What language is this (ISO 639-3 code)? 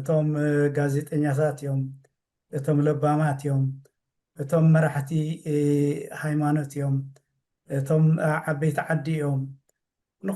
tir